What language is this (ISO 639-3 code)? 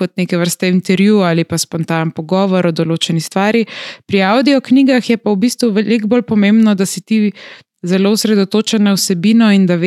slv